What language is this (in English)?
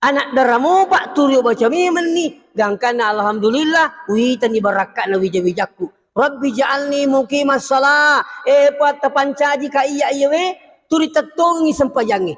Buginese